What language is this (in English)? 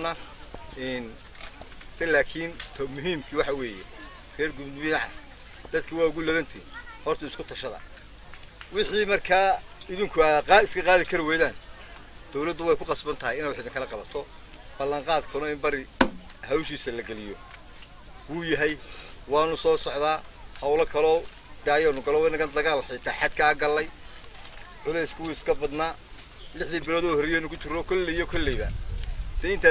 Somali